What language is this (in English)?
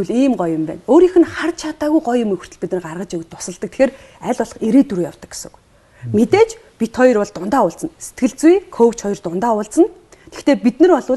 Mongolian